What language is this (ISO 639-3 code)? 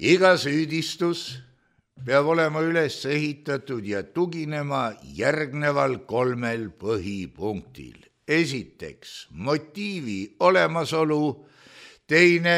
est